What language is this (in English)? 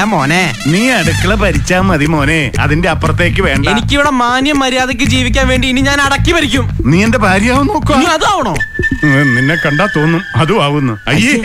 Malayalam